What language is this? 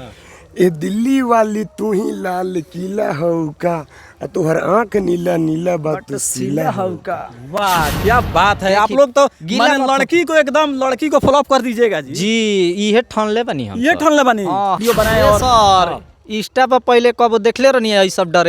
Bhojpuri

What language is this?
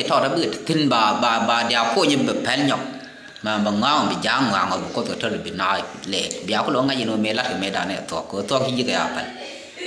Nuer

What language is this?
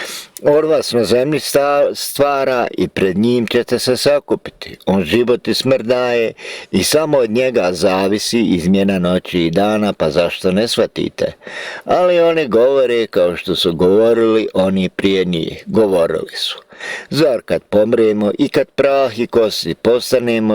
Bosnian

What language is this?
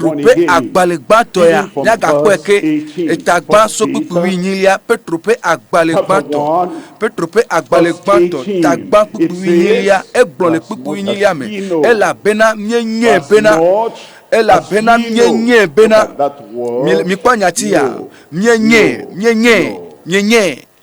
Ewe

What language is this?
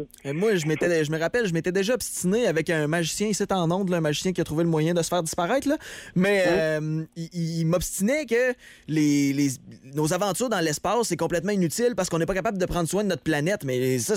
French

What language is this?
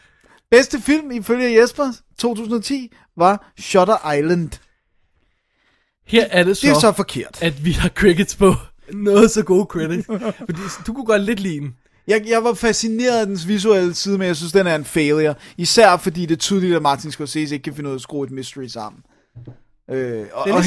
Danish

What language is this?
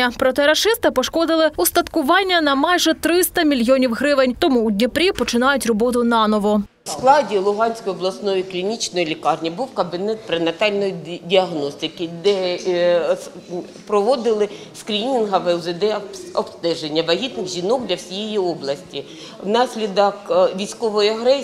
Ukrainian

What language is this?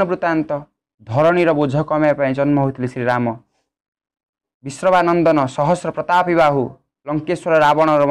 Odia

